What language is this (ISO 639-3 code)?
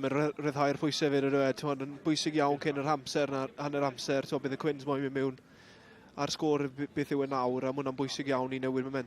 cym